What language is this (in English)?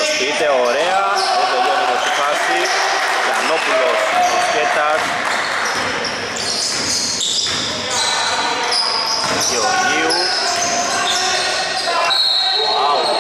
Greek